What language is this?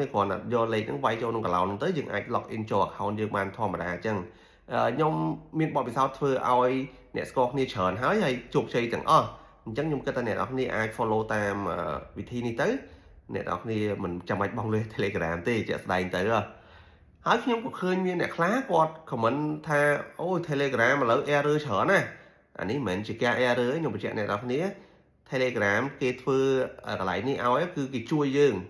Khmer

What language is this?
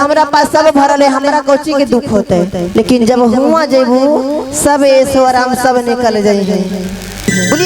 Magahi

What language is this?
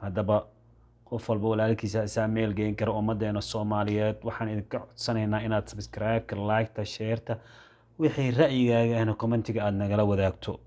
Somali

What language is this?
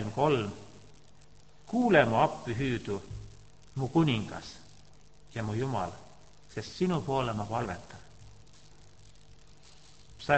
Estonian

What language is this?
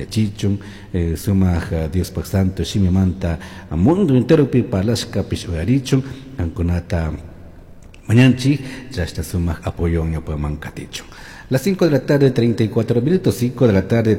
Chimborazo Highland Quichua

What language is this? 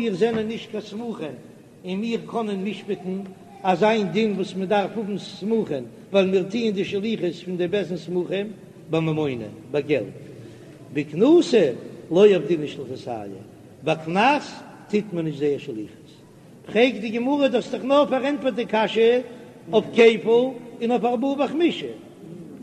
Yiddish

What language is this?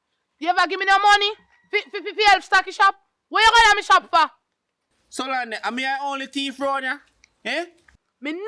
Jamaican Creole English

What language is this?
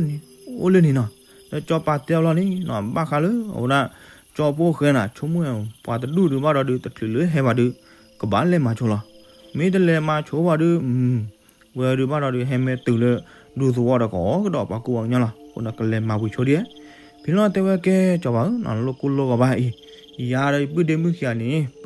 S'gaw Karen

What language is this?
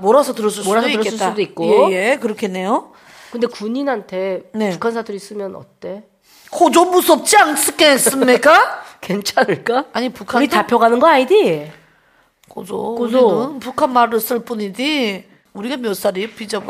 Korean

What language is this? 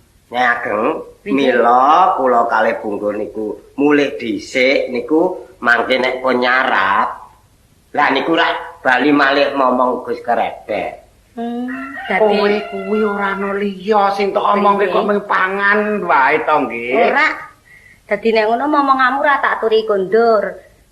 Javanese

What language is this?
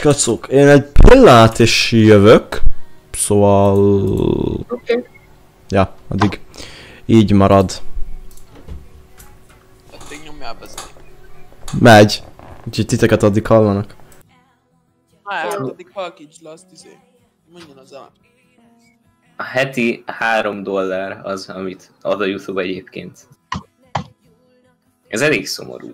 Hungarian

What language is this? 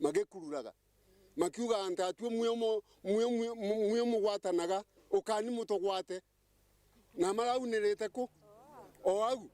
Meru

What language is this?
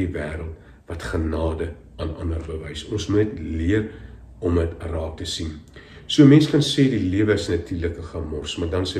Afrikaans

